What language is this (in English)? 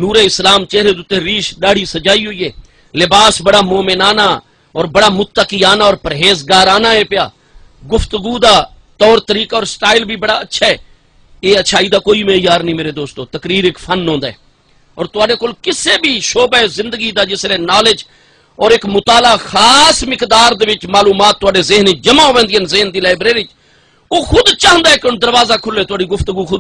Saraiki